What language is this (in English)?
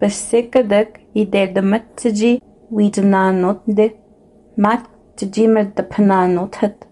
Innu-aimun